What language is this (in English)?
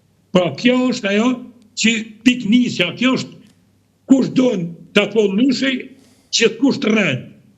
Albanian